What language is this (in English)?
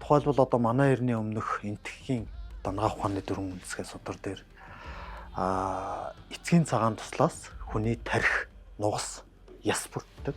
Mongolian